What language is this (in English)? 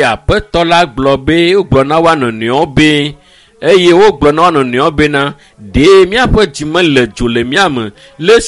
Ewe